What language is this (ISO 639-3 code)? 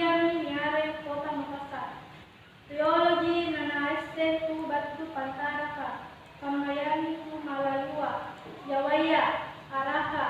mak